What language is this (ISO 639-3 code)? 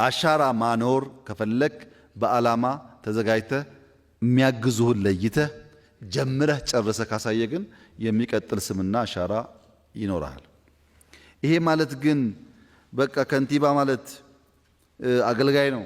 amh